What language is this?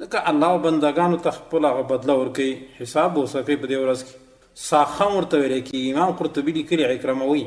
Pashto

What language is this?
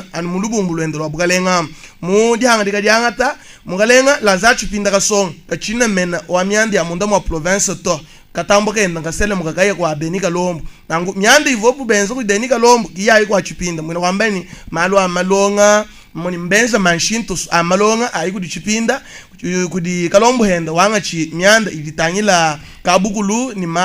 Luba-Lulua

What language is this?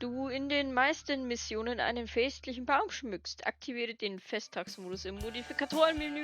Bavarian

